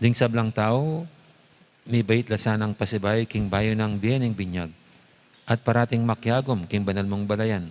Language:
Pampanga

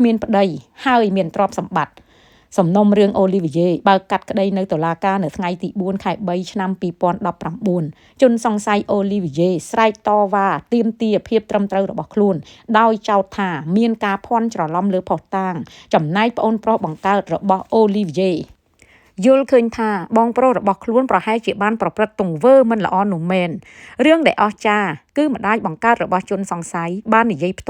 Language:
Khmer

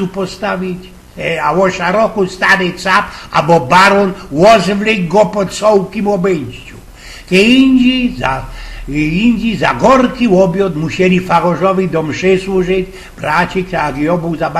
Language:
Silesian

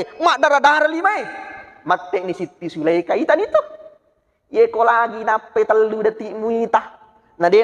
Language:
Buginese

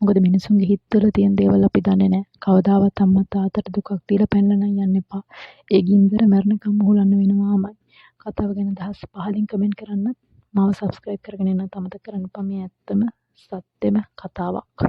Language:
Sinhala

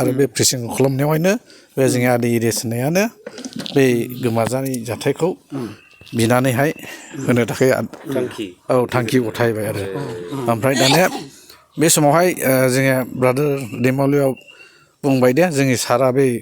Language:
Bodo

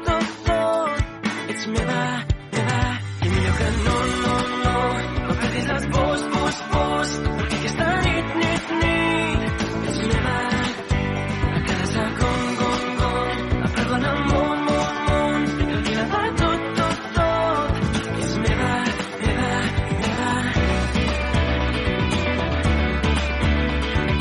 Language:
Catalan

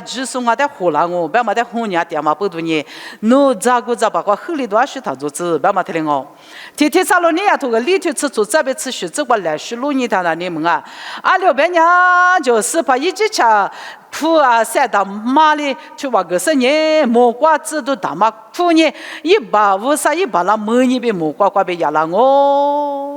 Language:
Lisu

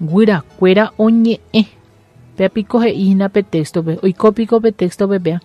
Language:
Guarani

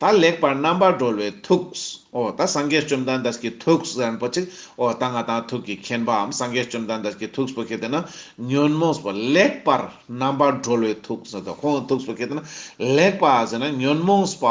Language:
Ladakhi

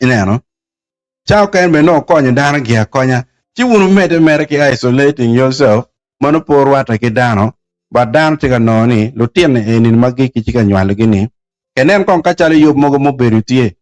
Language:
Acoli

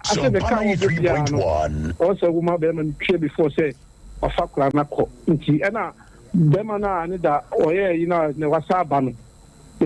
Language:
Akan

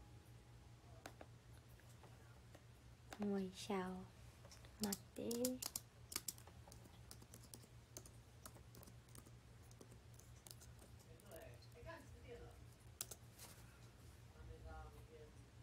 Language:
Chinese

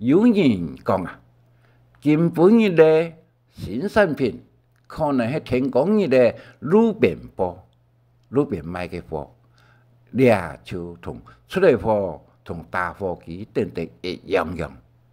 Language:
Hakka Chinese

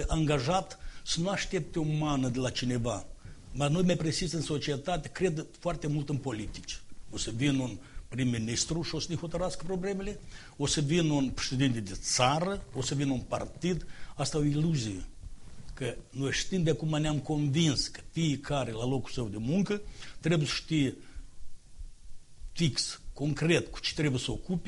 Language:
Romanian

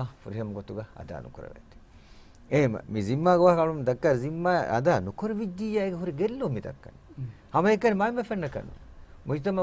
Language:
Divehi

